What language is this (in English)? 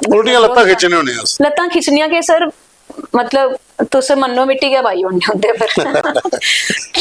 Dogri